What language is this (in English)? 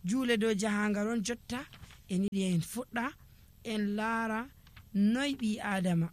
Nigerian Fulfulde